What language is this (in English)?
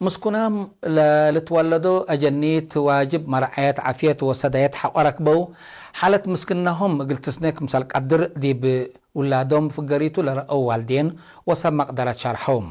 Tigre